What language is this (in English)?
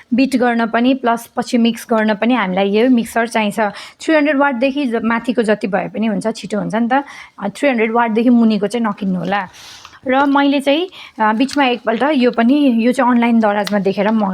Nepali